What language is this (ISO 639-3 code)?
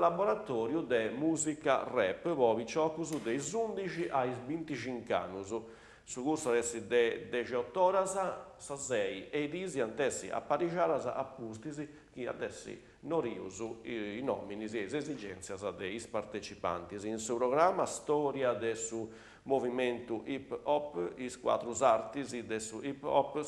srd